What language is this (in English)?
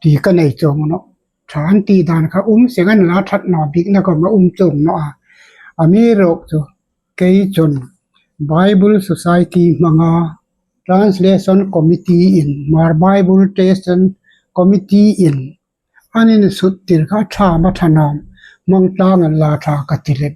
Hmar